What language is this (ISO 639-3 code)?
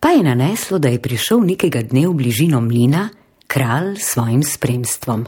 slv